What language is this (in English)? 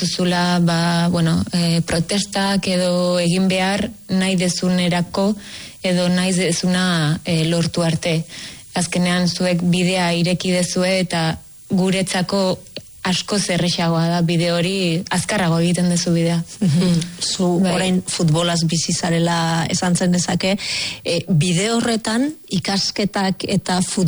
Basque